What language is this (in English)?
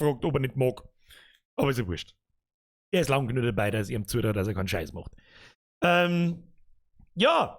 Bavarian